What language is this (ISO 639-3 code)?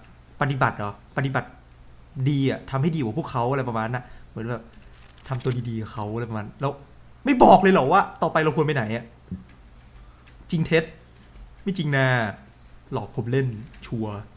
tha